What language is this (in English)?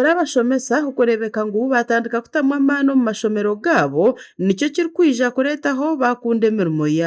Nyankole